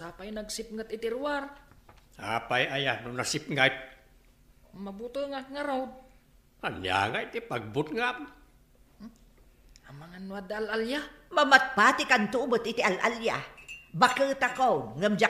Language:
Iloko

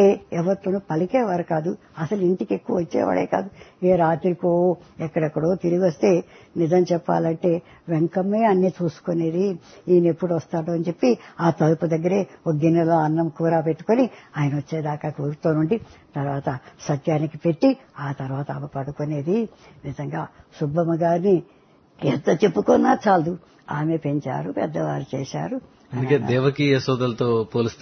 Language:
Telugu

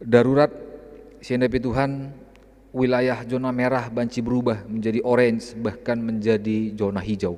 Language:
Batak Karo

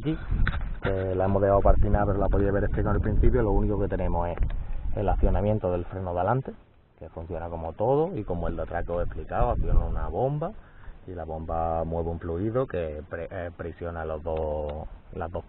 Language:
Spanish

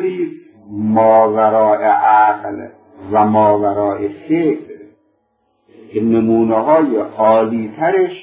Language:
Persian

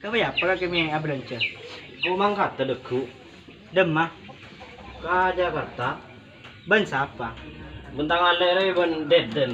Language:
Madurese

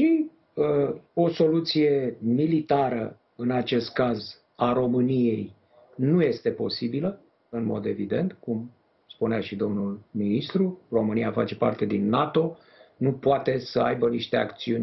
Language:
Romanian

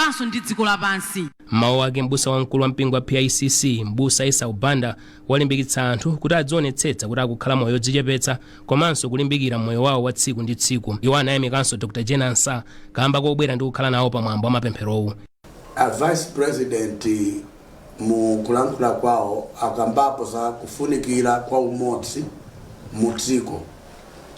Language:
Nyanja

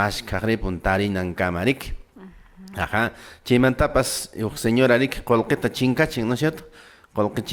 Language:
Quechua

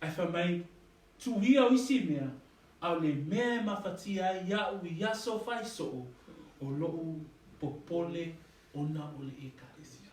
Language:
Samoan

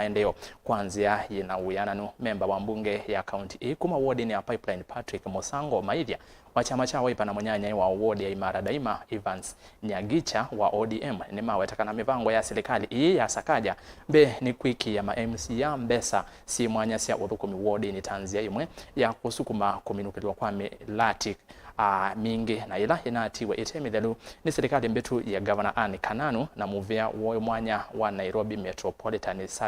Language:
Kamba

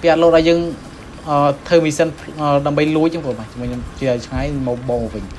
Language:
Khmer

